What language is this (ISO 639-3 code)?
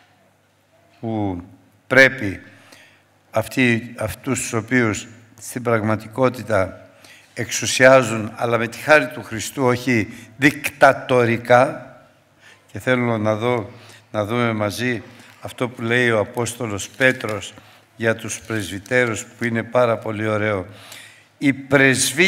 ell